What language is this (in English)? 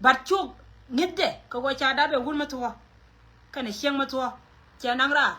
Nuer